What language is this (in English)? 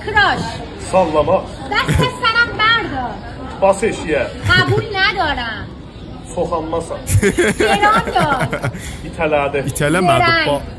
South Azerbaijani